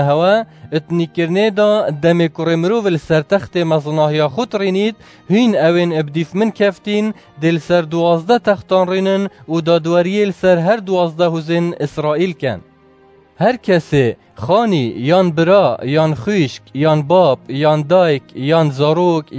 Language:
Kurdish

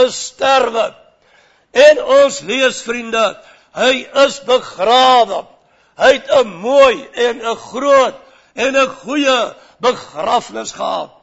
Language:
Afrikaans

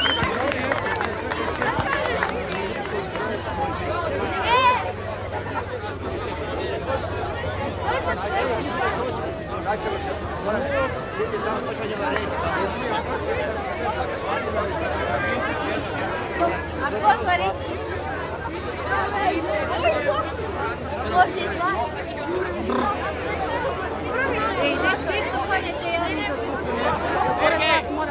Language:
Croatian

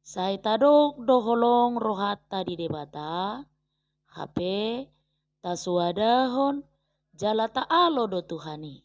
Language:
Batak Toba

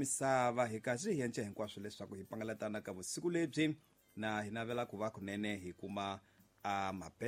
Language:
Tsonga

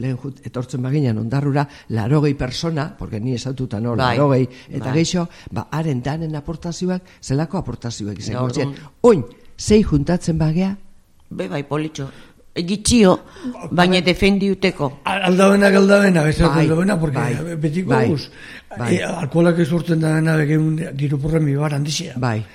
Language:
Basque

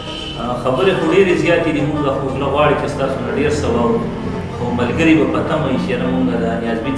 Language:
Pashto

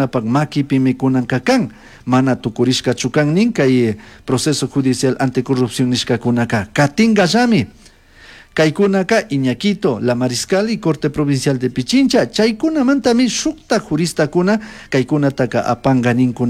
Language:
Chimborazo Highland Quichua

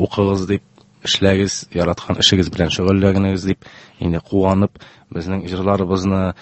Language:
Tatar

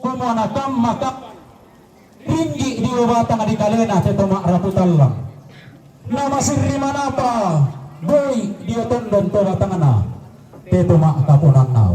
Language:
Toraja-Sa'dan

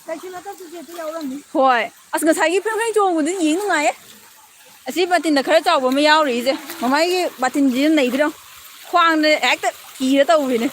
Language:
Manipuri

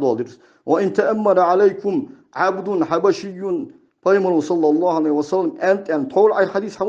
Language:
Ingush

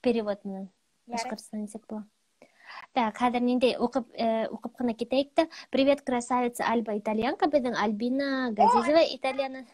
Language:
Bashkir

